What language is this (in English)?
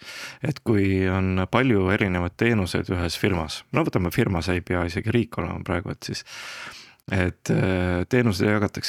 Estonian